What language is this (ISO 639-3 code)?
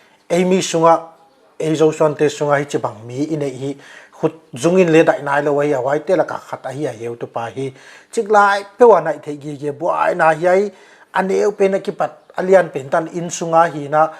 pck